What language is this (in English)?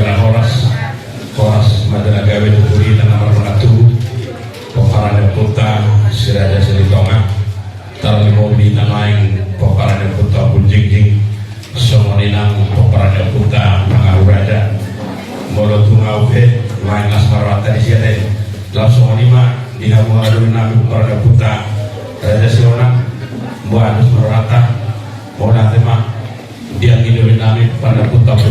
Batak Toba